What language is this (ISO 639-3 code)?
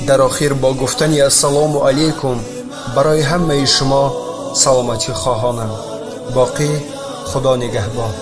tgk